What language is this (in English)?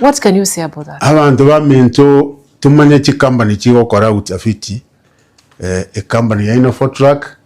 Gusii